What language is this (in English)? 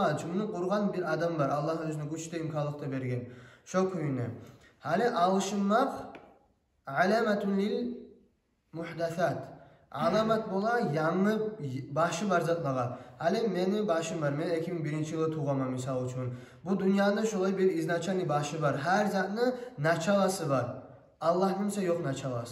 Kumyk